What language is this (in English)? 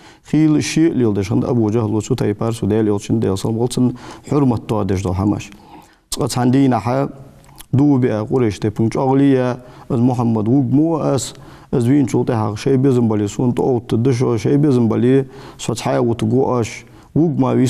Ingush